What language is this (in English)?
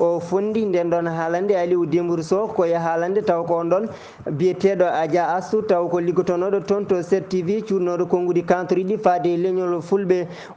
Fula